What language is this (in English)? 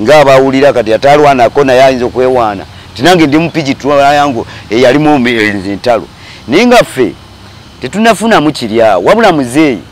Ganda